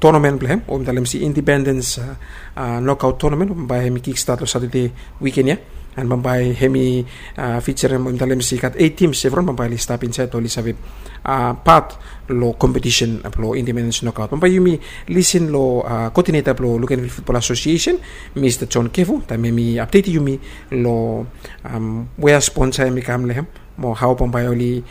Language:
Bislama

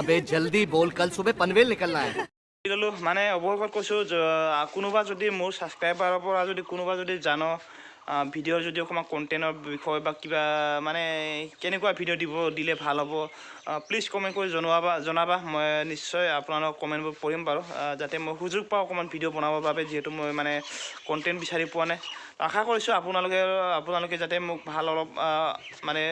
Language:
Assamese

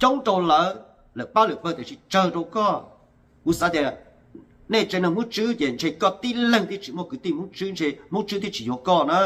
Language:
Hmong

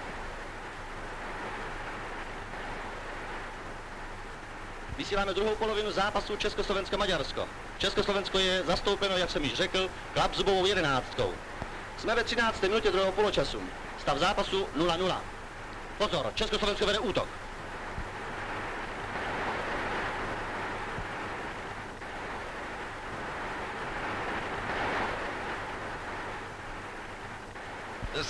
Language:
Czech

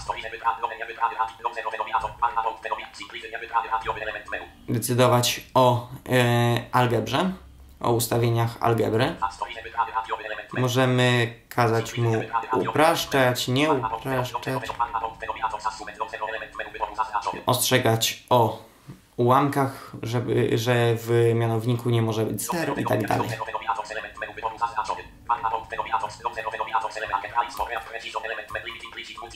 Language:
Polish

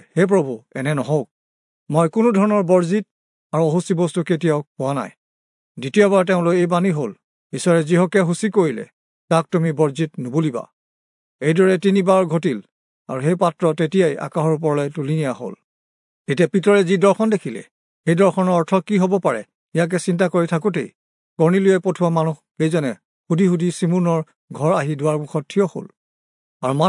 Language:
Assamese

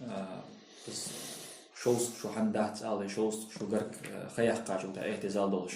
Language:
Ingush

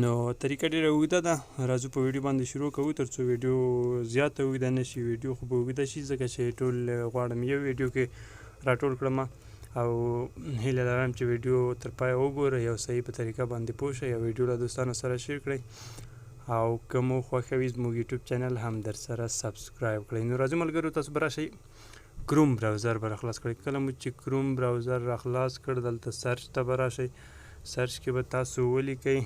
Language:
Pashto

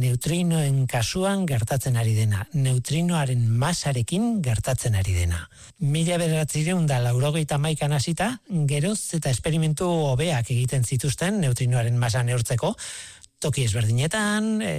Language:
Basque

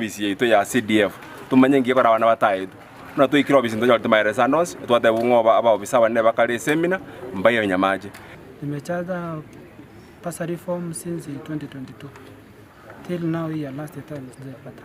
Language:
Gusii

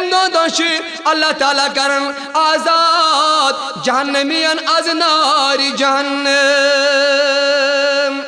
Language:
Kashmiri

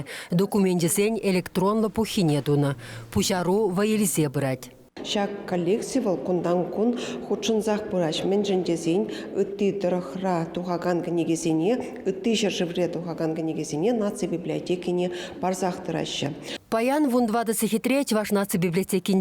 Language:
Chuvash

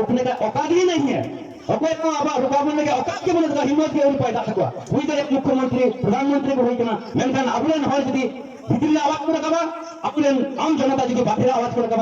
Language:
Santali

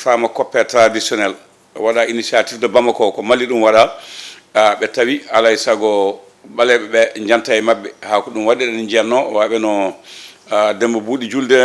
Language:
Fula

